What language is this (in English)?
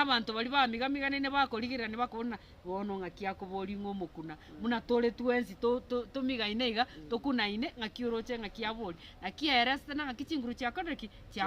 Gusii